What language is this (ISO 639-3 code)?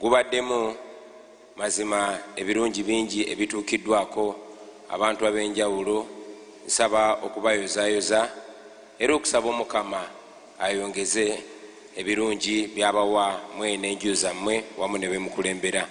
lug